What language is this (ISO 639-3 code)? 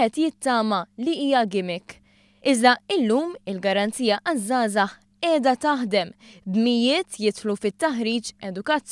mlt